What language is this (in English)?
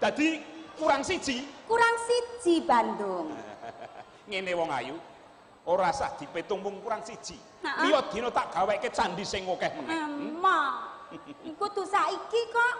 Javanese